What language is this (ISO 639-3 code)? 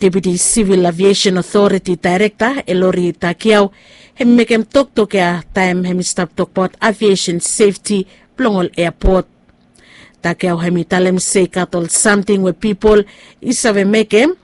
bis